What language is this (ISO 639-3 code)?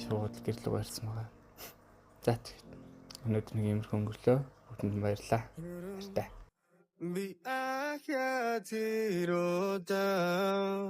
mon